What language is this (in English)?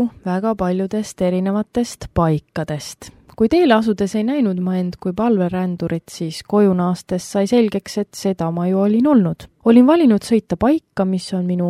Estonian